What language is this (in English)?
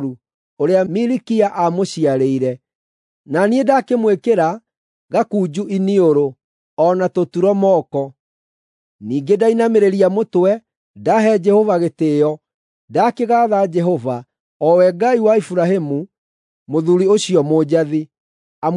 Kikuyu